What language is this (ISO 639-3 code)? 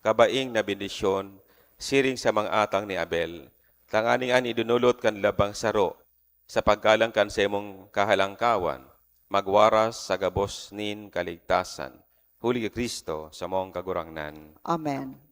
bik